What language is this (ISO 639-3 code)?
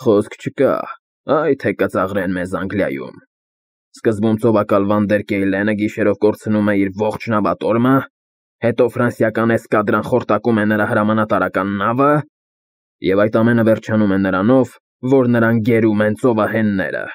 hye